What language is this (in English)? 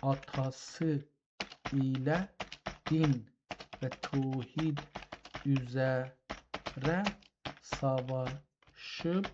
South Azerbaijani